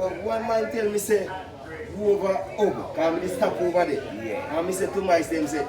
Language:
Jamaican Creole English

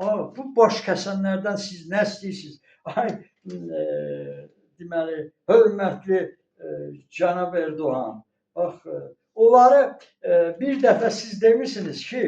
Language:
Azerbaijani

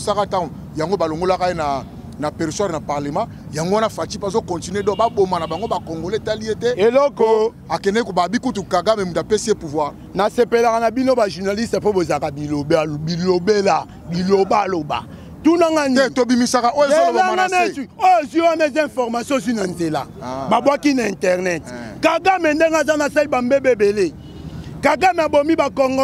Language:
Lingala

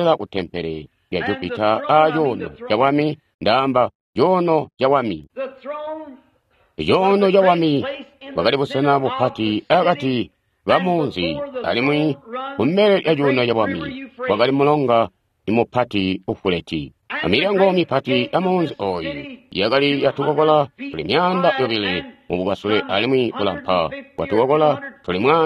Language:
Tonga (Zambia)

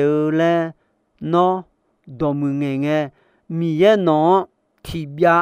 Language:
Akha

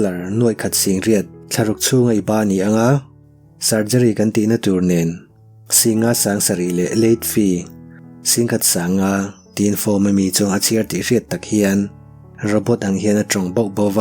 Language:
Mizo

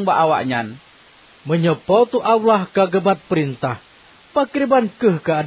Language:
Achinese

